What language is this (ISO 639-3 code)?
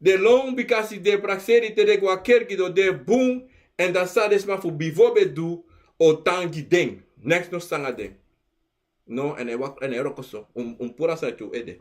srn